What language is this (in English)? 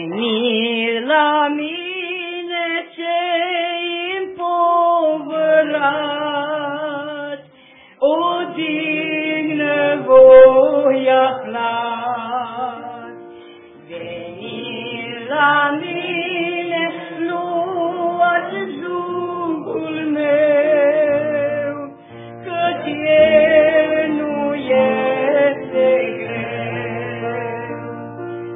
Romanian